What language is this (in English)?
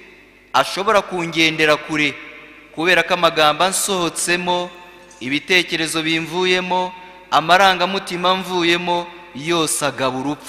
Kinyarwanda